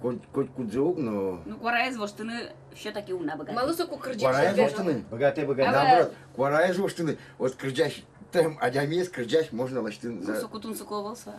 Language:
Udmurt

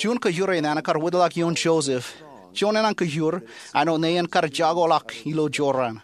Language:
Marshallese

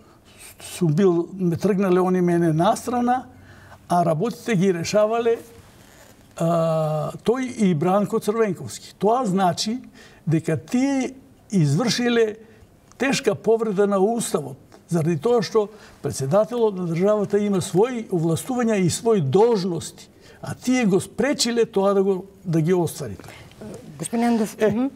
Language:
Macedonian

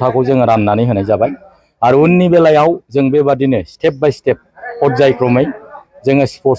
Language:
Bodo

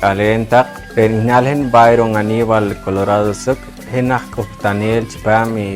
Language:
Poqomchi'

